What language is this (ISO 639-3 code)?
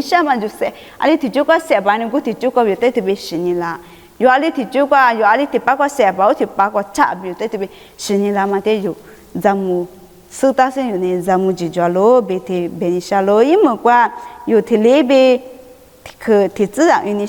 lis